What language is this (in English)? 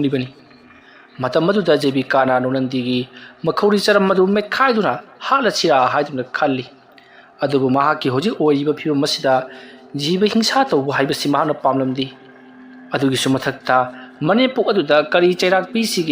Manipuri